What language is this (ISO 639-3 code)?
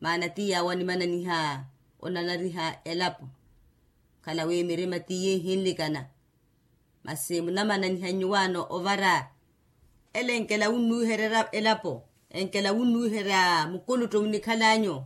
vmw